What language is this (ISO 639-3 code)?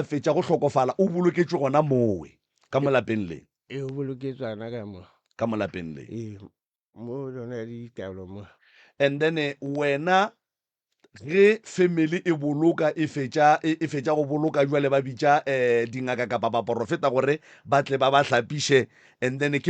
nso